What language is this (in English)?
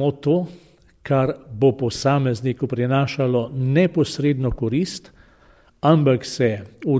Slovenian